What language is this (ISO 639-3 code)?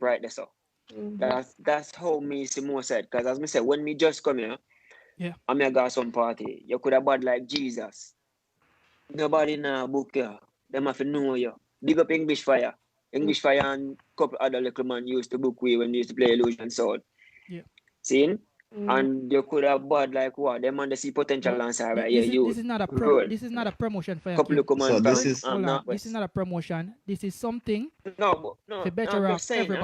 jam